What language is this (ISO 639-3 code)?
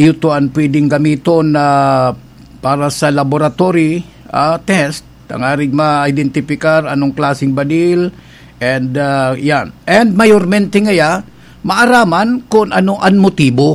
bik